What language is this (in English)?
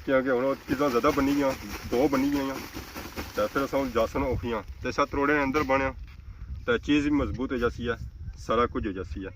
Pahari-Potwari